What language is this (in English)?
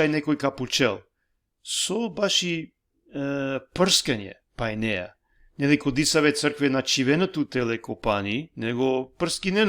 Balkan Romani